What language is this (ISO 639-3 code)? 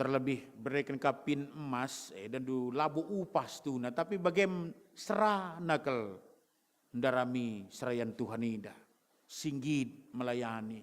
btx